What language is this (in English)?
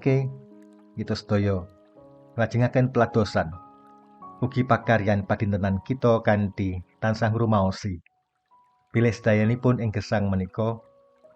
Javanese